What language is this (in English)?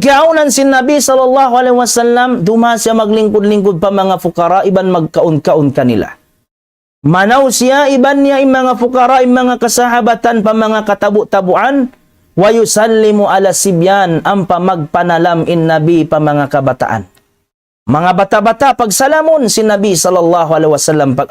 Tausug